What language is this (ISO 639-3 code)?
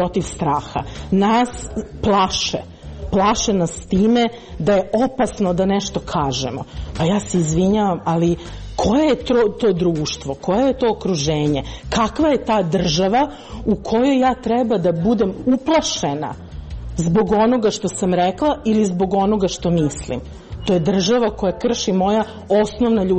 srp